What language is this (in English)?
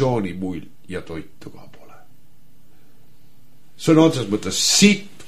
Estonian